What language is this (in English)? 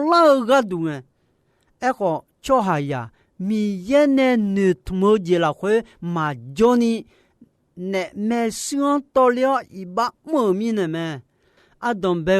Akha